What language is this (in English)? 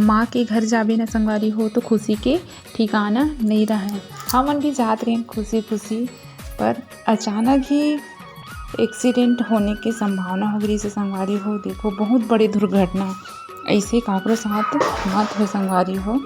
Chhattisgarhi